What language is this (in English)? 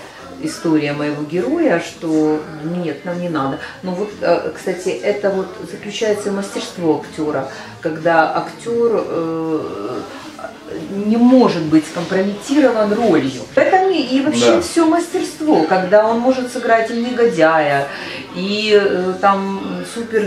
Russian